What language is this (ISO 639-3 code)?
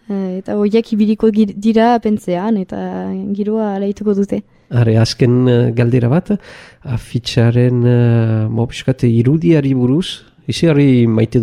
eus